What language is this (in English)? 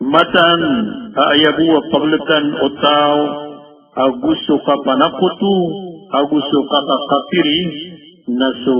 Maranao